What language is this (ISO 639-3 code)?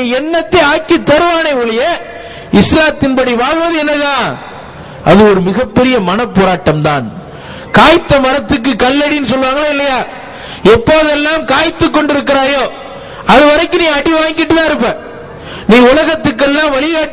tam